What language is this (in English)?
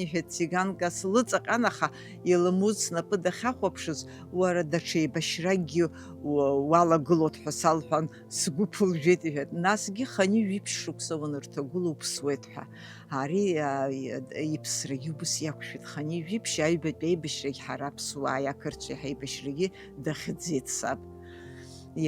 Abkhazian